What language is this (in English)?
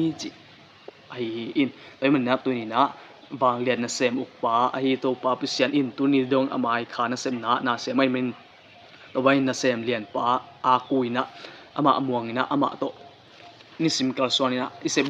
Tedim Chin